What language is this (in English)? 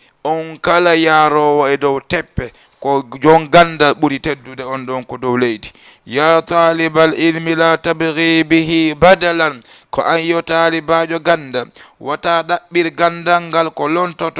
Fula